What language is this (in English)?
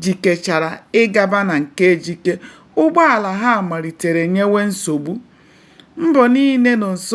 Igbo